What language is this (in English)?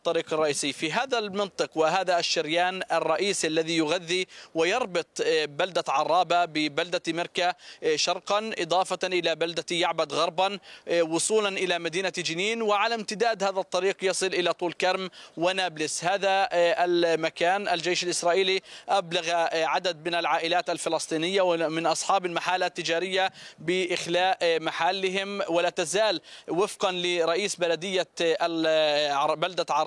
Arabic